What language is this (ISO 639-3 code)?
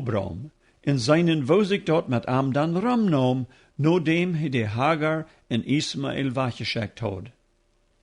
pdt